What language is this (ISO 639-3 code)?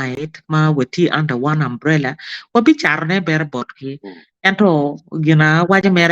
ach